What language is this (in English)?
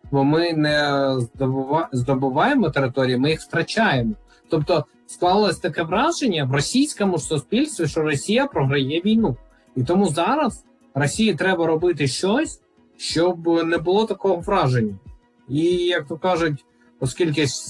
Ukrainian